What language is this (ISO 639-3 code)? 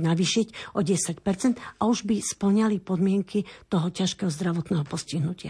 slk